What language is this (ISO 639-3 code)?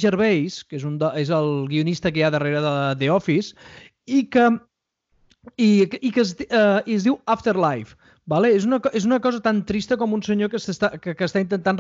cat